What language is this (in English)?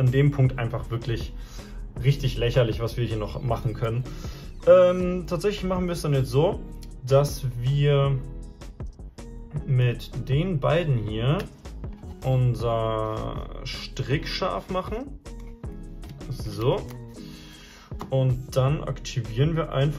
German